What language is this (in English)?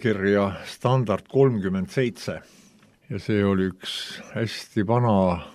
Estonian